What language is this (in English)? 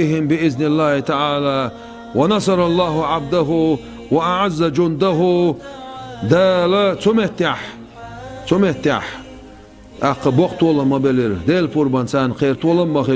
Chechen